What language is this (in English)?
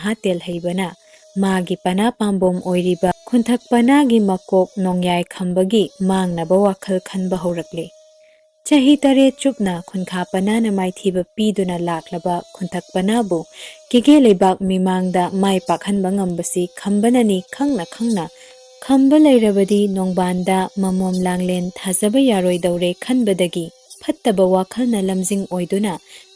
Manipuri